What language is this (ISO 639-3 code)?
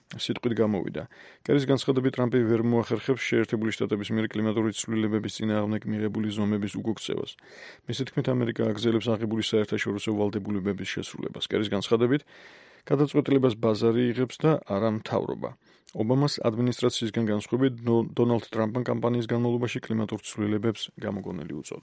kat